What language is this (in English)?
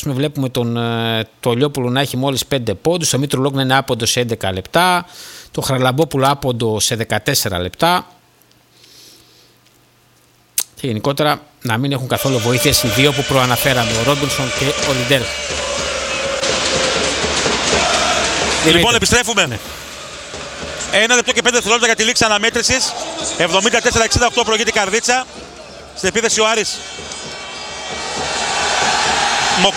Greek